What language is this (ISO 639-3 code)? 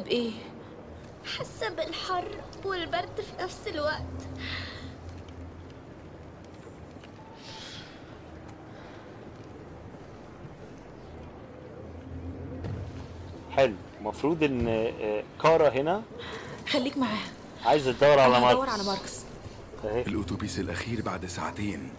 arz